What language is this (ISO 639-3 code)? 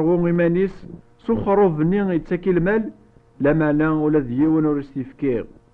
kab